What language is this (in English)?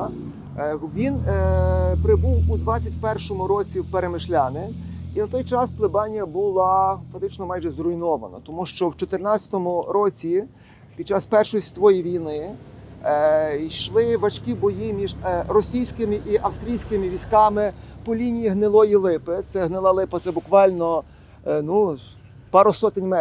Ukrainian